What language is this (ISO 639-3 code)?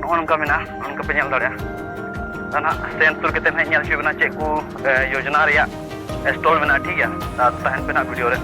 sat